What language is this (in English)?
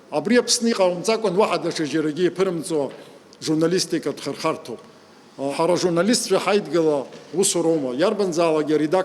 Abkhazian